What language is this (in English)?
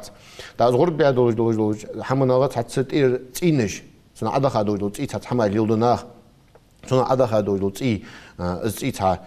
Ingush